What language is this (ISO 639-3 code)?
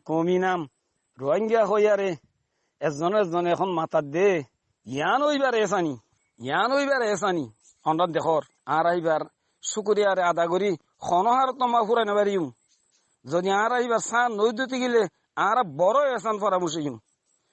rhg